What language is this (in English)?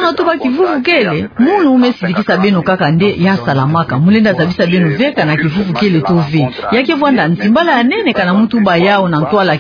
Kituba (Democratic Republic of Congo)